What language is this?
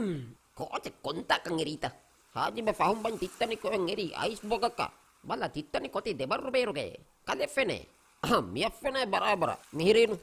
Divehi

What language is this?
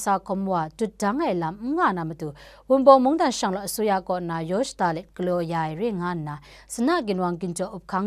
Kachin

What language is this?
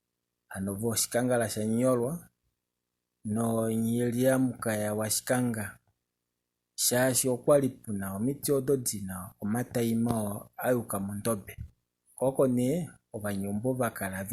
Kuanyama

